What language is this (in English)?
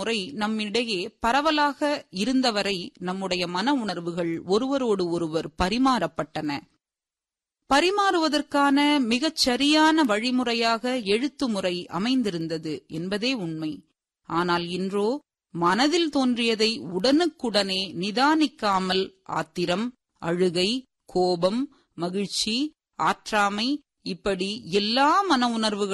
Tamil